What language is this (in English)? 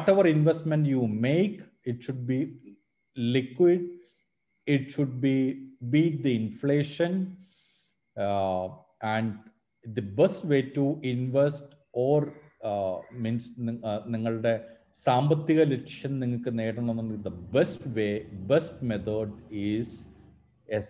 Malayalam